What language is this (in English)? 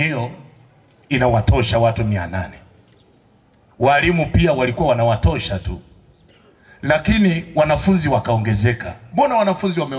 Swahili